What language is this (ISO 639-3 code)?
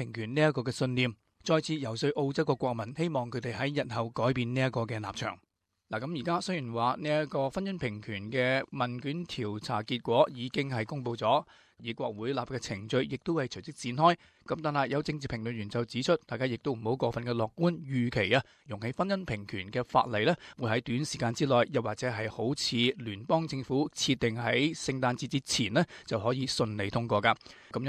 yue